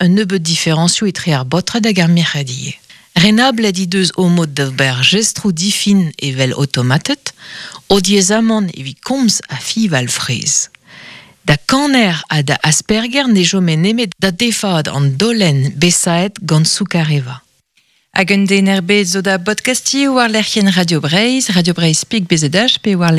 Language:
Breton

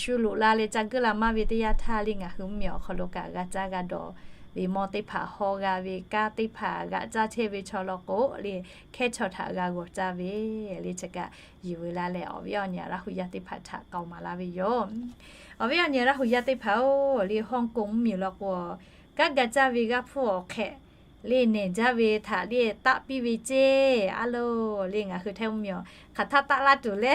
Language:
Lahu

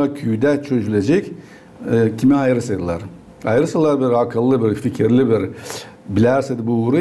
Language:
Gagauz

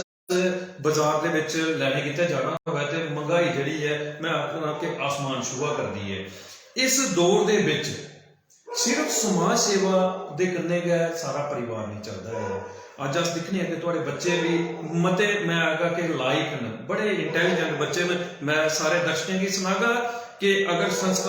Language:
Dogri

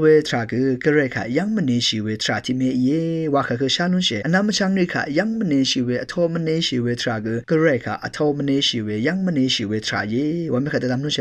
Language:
Rawang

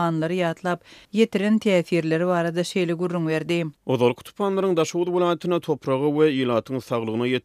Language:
Turkmen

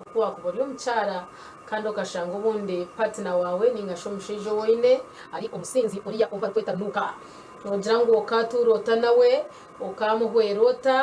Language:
Nyankole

